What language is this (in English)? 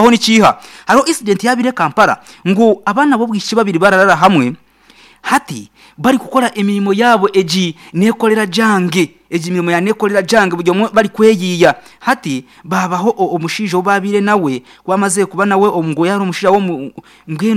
Nyankole